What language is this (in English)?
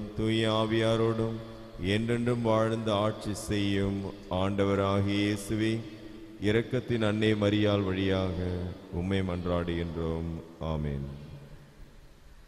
Tamil